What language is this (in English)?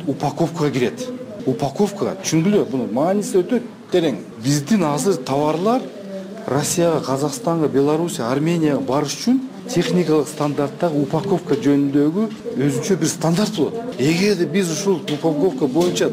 Kyrgyz